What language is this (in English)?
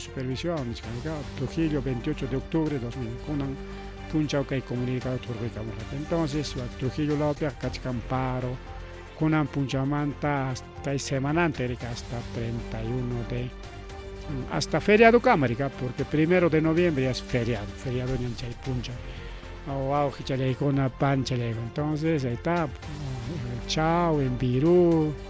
Ayacucho Quechua